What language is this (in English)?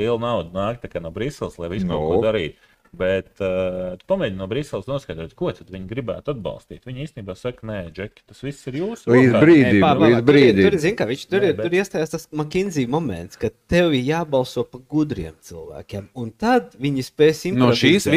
Latvian